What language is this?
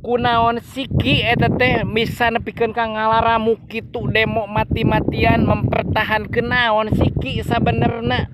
Sundanese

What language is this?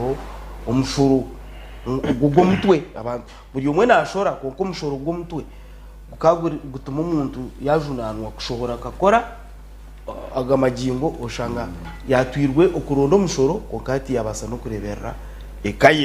Nyankole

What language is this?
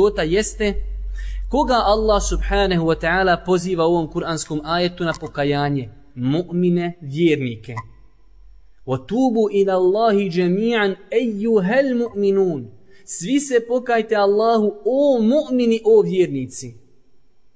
Bosnian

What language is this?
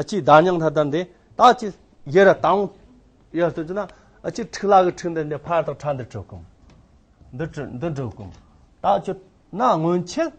Amdo Tibetan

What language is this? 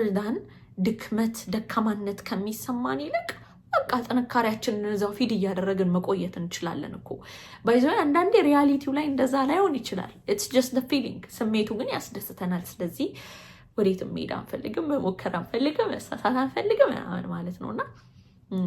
Amharic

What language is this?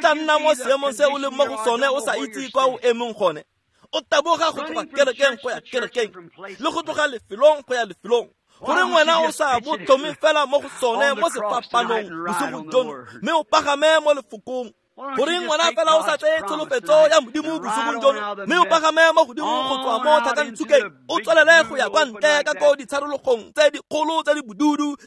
Tswana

